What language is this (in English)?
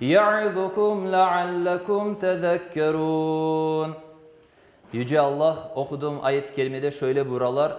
Crimean Tatar